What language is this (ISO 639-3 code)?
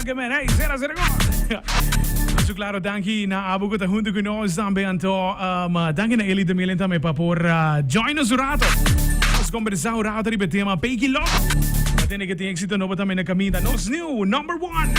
pap